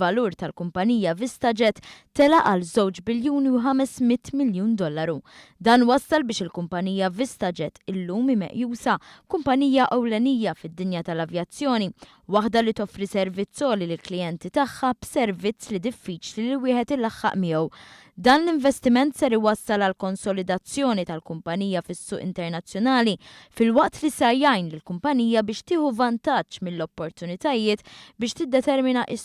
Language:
Maltese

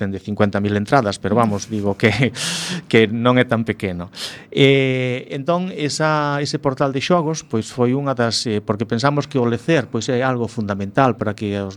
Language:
Galician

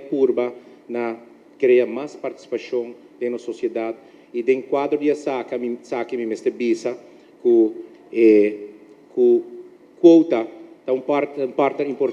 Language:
Papiamento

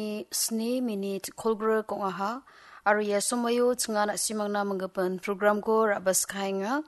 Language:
Garo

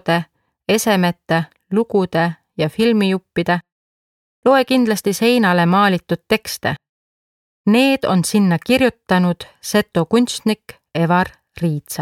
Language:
Estonian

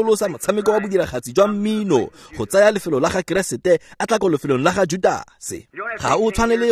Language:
Tswana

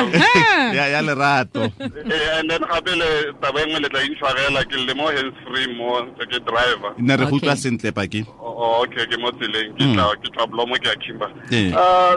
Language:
Tswana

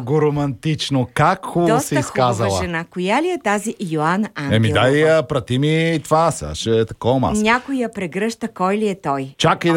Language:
Bulgarian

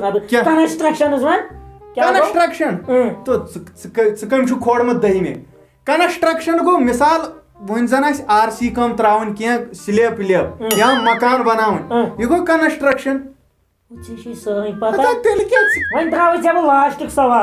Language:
Kashmiri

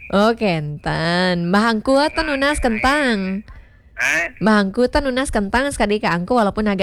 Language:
Balinese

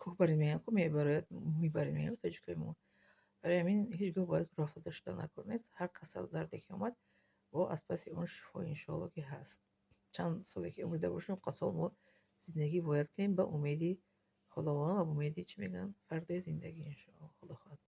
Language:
Tajik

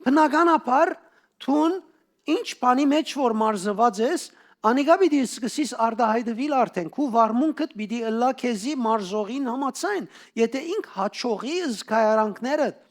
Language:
Western Armenian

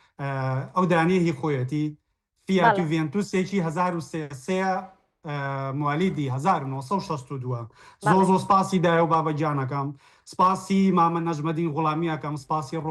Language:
Central Kurdish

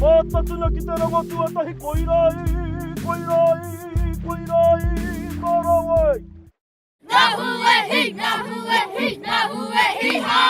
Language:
Māori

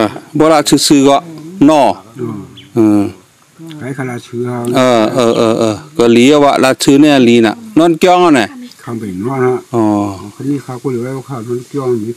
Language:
Shan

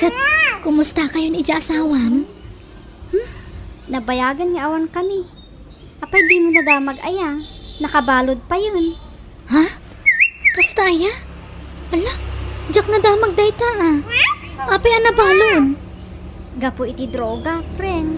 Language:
Iloko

